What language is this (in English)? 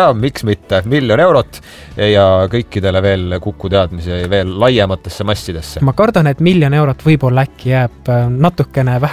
Estonian